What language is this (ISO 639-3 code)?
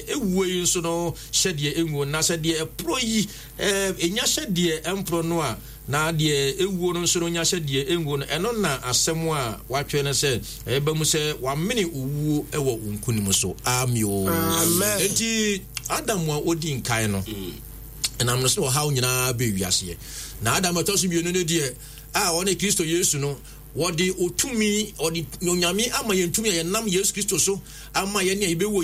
aka